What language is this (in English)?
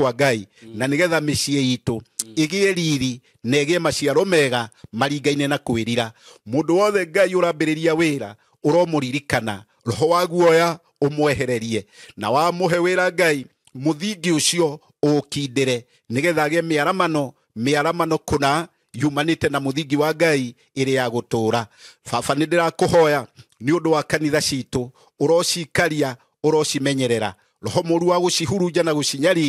Kikuyu